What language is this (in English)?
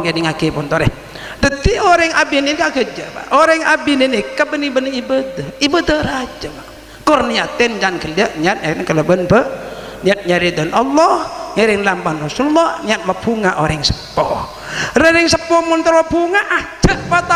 Madurese